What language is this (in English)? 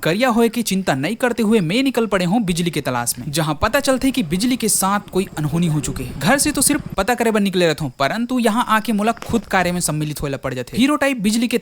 Chhattisgarhi